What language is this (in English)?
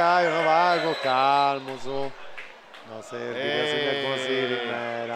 Sardinian